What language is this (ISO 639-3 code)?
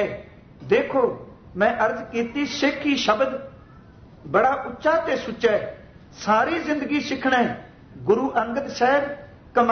pan